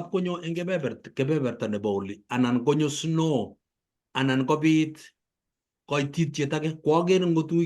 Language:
Kalenjin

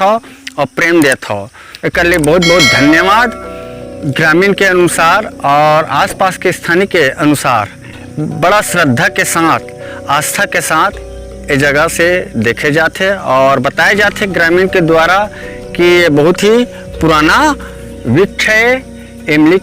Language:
Chhattisgarhi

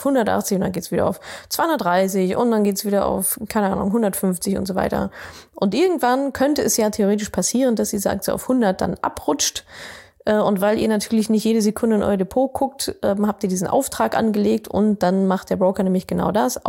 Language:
German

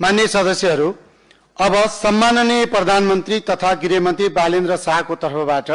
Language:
Nepali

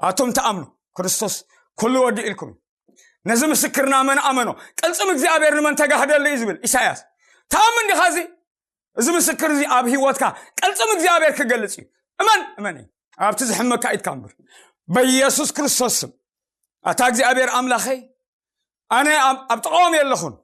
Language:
Tigrinya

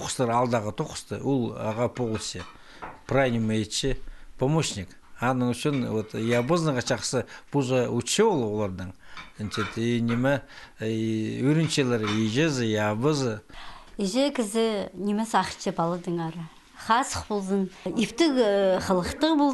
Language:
Khakas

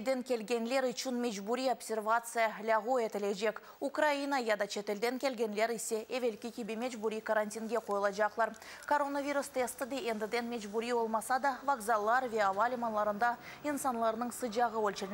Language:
Crimean Tatar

